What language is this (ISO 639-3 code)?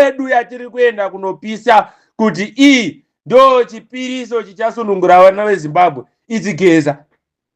sna